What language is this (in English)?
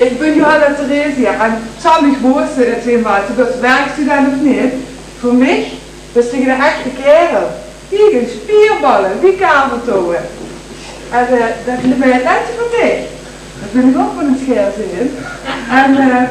Limburgish